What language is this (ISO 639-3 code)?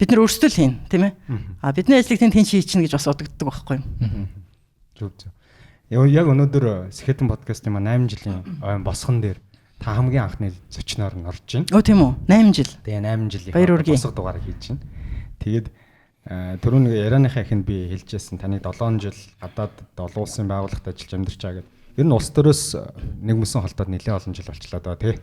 mon